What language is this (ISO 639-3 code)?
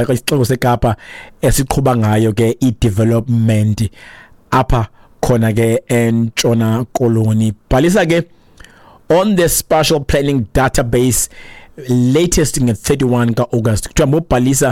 xho